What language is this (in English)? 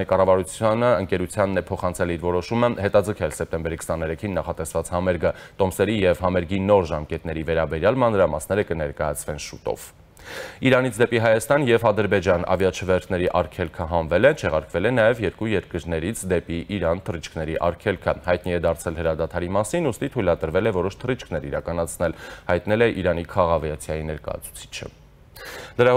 Armenian